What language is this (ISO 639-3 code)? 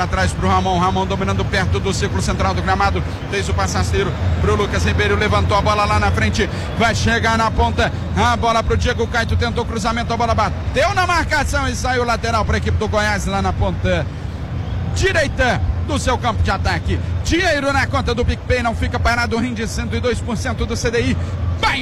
por